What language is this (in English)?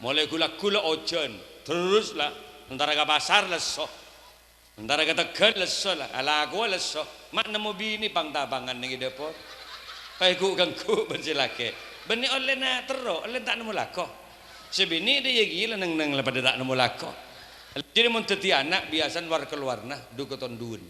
Madurese